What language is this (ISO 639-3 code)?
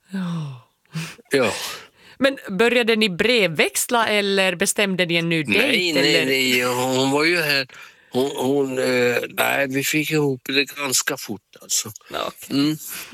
swe